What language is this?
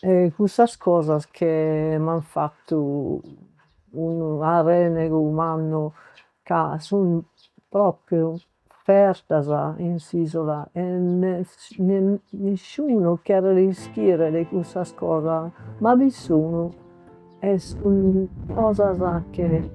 Sardinian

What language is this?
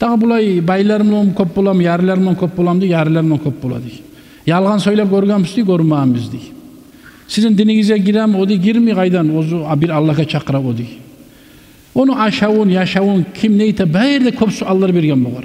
Kumyk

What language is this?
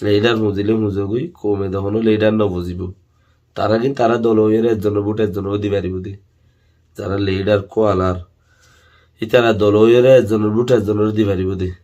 Rohingya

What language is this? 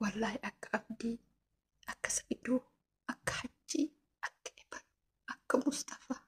Oromo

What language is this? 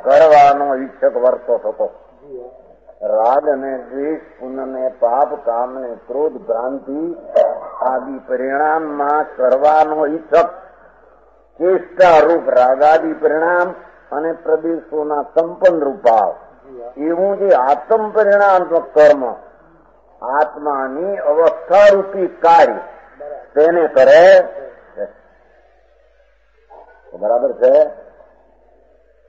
Gujarati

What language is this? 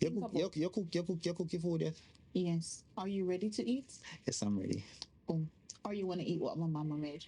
Jamaican Creole English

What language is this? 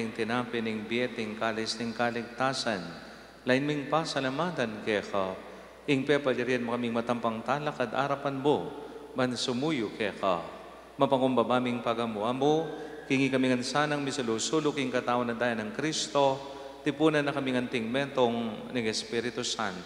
Pampanga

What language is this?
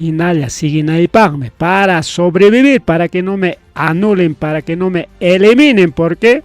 Ayacucho Quechua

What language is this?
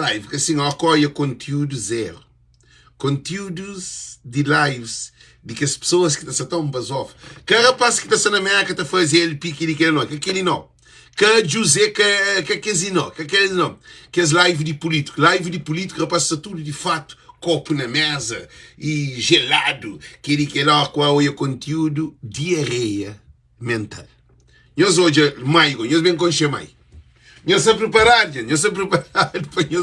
Kabuverdianu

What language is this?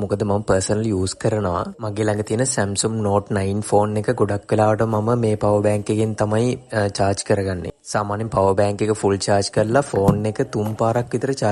Sinhala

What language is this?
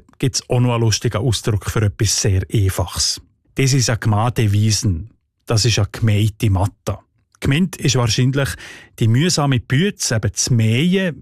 German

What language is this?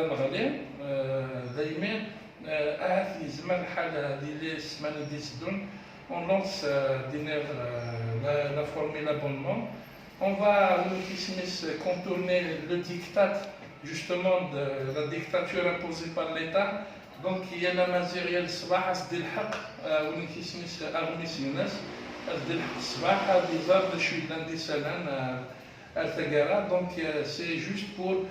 Kabyle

